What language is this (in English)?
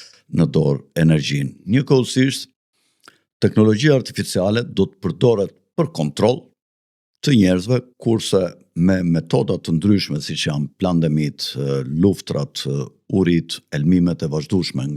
Albanian